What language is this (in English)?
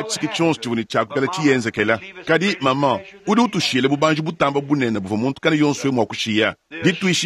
Luba-Lulua